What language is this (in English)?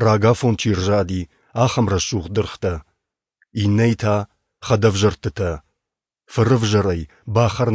Ossetic